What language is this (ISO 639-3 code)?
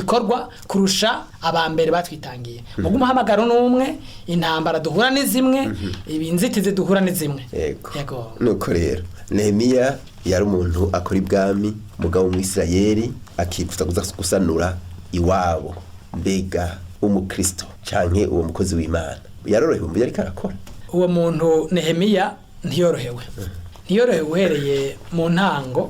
run